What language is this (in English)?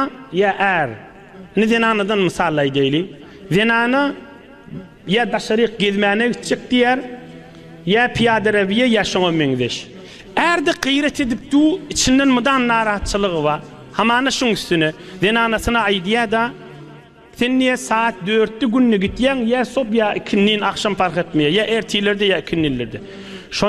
Turkmen